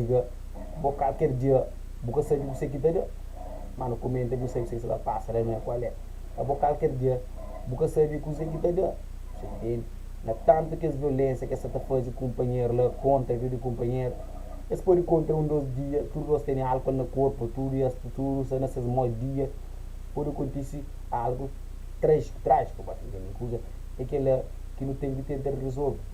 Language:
Kabuverdianu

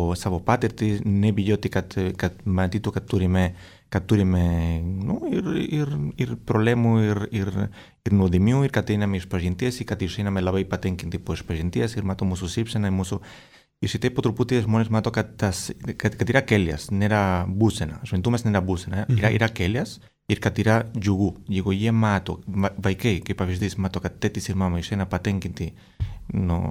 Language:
Lithuanian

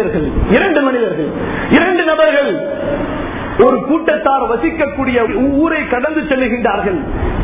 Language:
Tamil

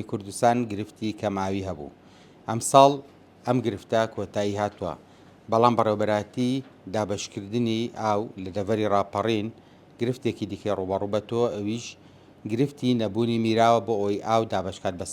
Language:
Central Kurdish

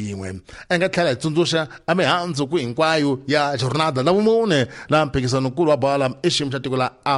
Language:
Tsonga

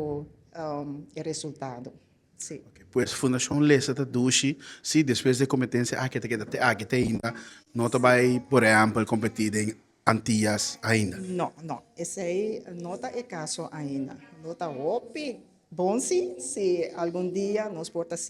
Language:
Papiamento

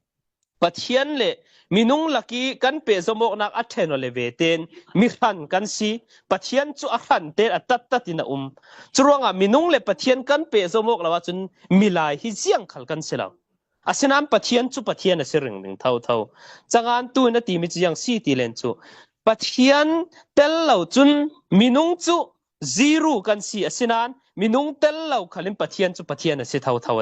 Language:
Falam Chin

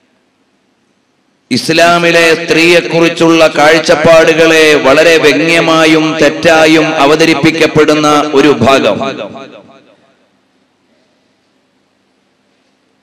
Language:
Malayalam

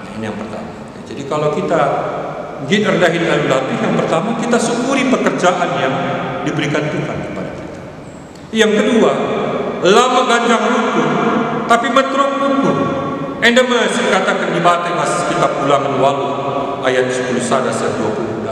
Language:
Batak Karo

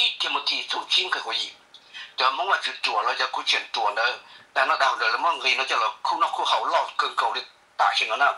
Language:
Hmong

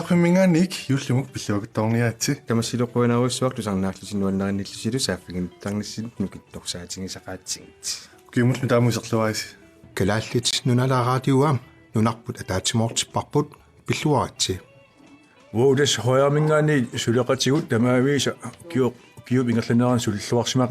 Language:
Kalaallisut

